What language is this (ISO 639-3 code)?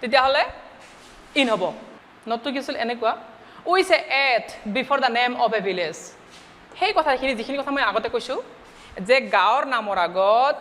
asm